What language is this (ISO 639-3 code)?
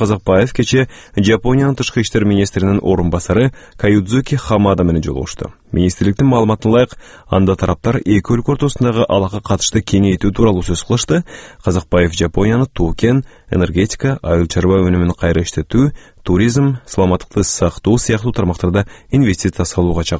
kir